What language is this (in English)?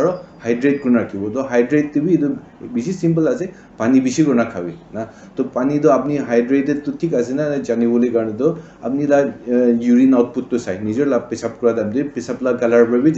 Naga Pidgin